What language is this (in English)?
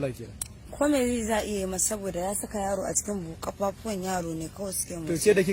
Hausa